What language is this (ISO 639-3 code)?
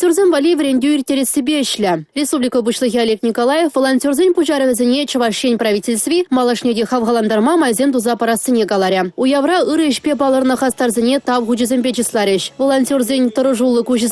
chv